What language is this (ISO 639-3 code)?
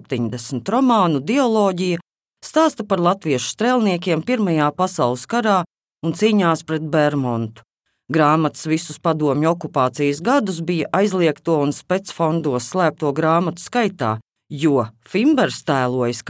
lav